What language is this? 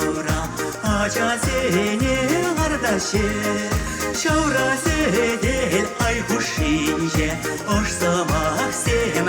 Chuvash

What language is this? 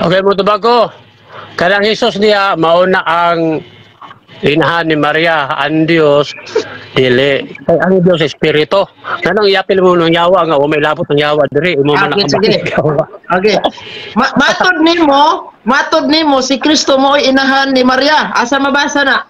Cebuano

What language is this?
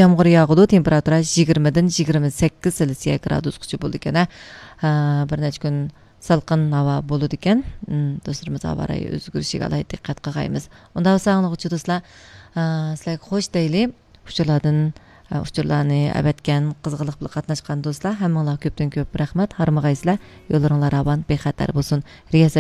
Uyghur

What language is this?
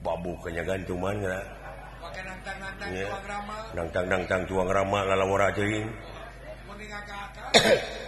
Sundanese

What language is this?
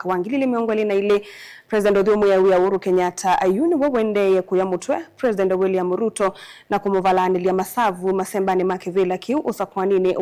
Kamba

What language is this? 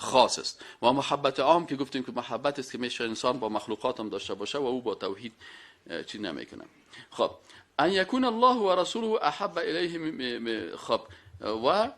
Persian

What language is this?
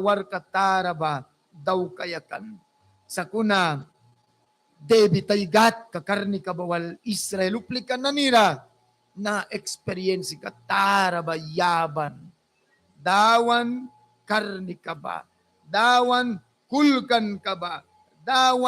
Mískito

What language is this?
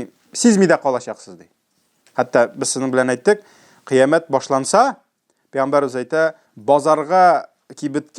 Tatar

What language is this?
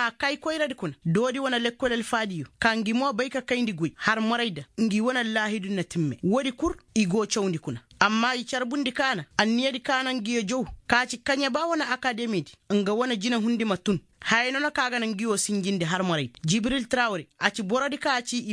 Koyraboro Senni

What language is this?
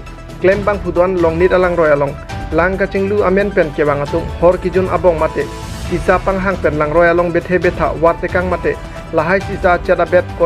Karbi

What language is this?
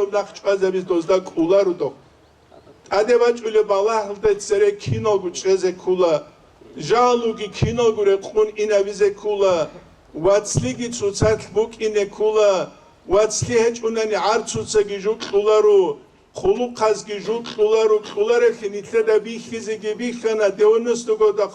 Avaric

